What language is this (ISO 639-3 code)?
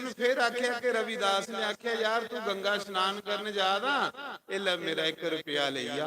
doi